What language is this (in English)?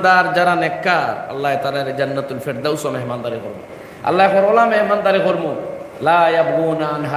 Sylheti